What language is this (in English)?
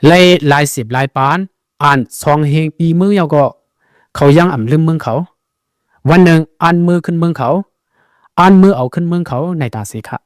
Shan